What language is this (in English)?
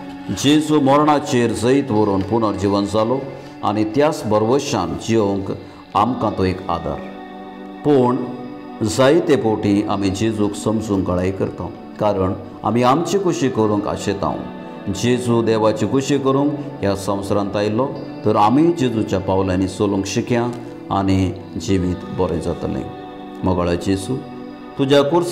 Konkani